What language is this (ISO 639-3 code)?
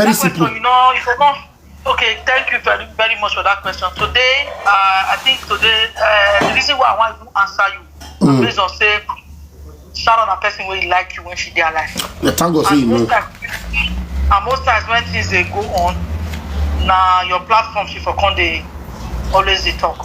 pcm